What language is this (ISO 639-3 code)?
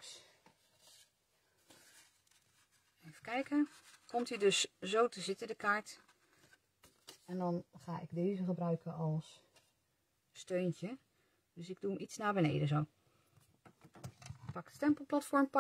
nld